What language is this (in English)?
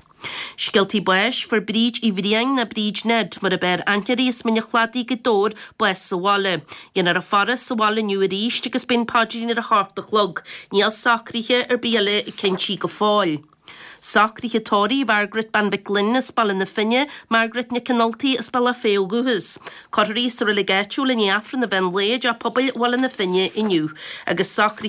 Irish